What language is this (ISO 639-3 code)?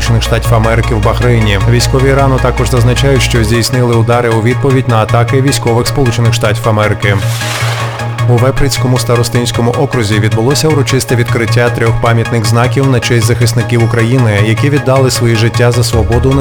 ukr